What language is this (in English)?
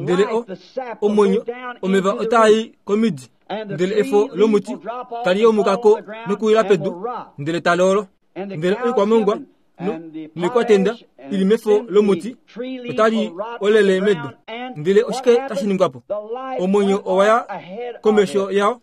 Kuanyama